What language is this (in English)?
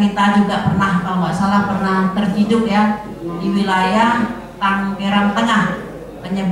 Indonesian